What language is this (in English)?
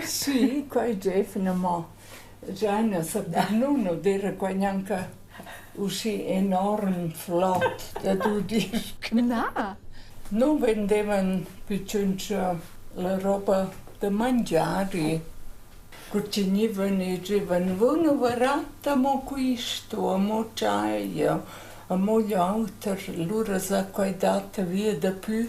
Romansh